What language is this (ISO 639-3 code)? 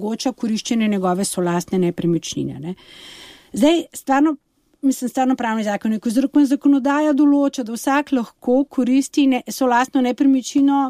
slv